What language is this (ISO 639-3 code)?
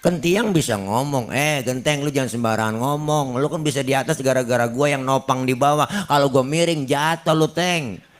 bew